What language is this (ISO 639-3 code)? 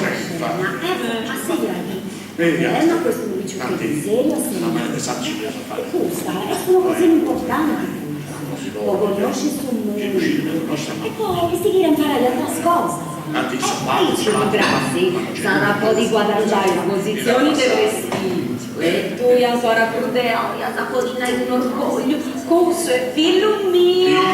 srd